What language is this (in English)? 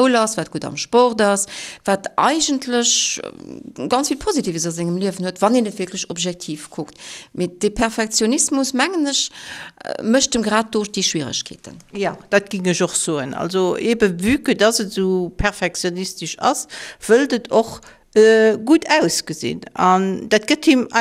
Luxembourgish